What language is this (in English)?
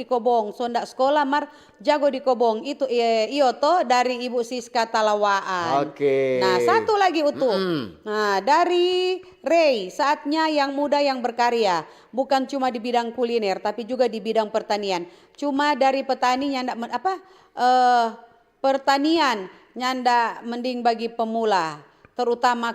Manado Malay